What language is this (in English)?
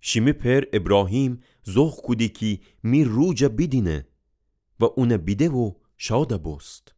Gilaki